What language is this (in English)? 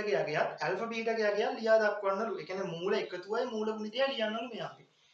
Sinhala